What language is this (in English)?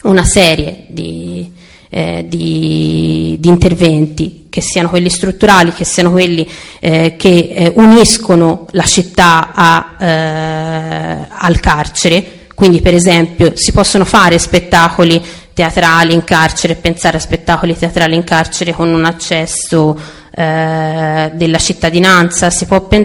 Italian